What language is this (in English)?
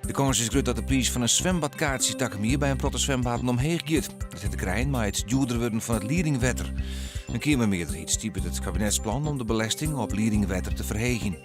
Western Frisian